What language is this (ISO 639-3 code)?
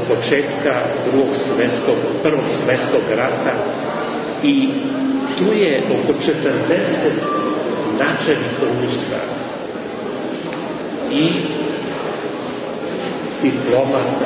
srp